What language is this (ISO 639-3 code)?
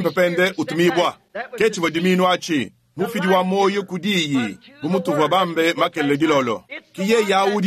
lua